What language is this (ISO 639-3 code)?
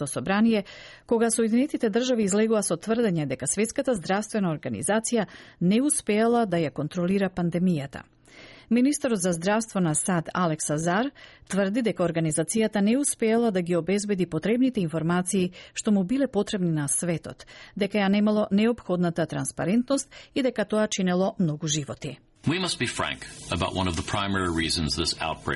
mkd